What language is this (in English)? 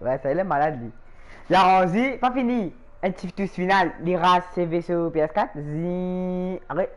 Morisyen